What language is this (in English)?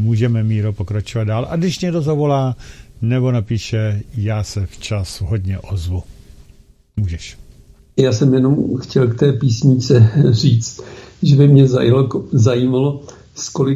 Czech